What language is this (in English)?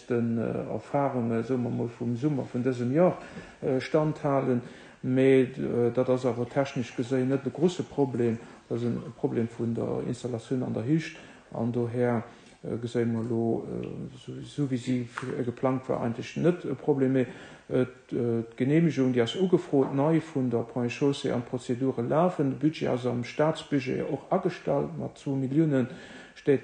Luxembourgish